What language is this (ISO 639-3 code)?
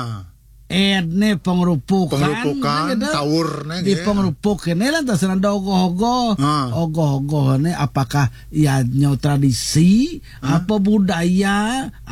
ban